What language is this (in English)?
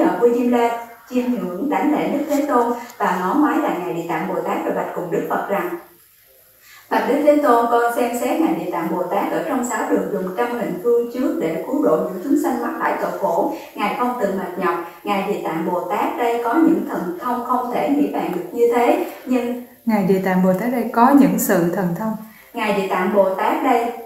Vietnamese